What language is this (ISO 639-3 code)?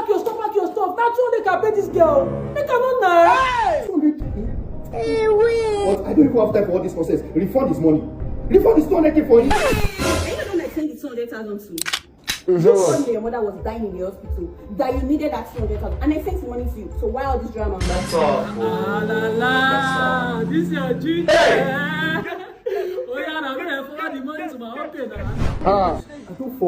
pcm